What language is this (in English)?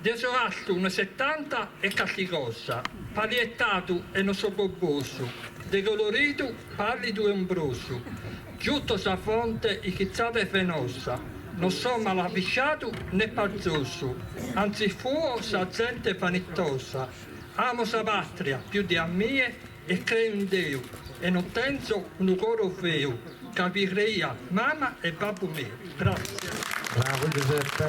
Sardinian